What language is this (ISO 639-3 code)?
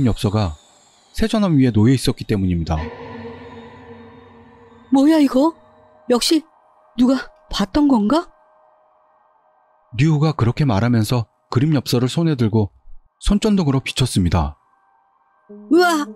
kor